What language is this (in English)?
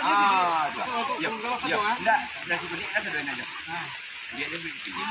Minangkabau